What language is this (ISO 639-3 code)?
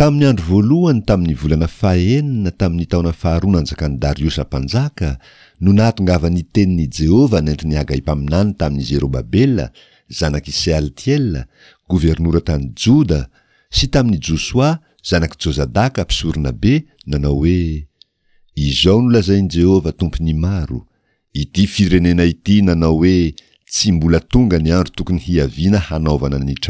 mlg